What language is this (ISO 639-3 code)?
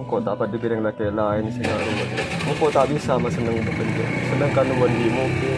mad